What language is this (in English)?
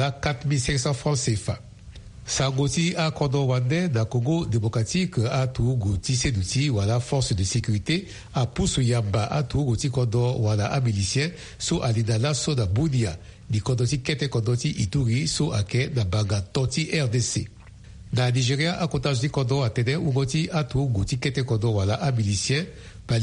Sango